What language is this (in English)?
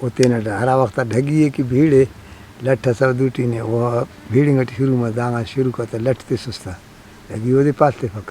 Brahui